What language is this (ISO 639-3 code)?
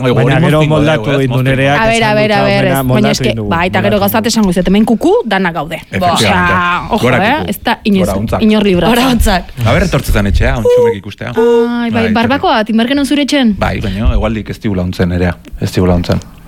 eus